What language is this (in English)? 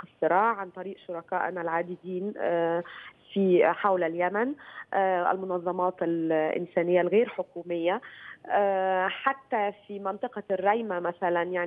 Arabic